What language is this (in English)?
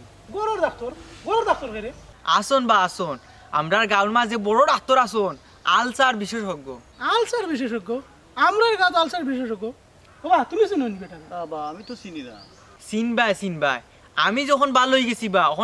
Sylheti